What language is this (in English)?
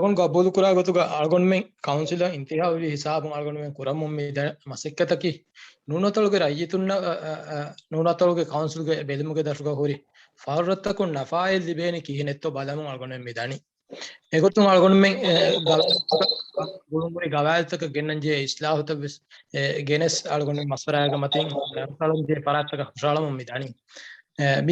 Divehi